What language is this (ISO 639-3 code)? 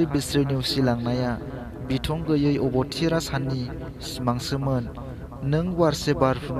brx